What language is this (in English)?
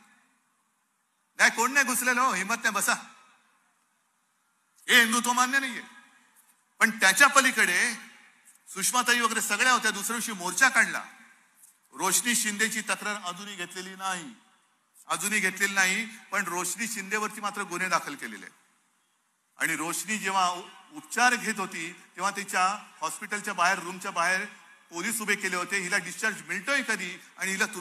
Marathi